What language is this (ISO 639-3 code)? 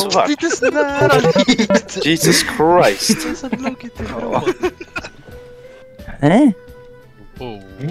swe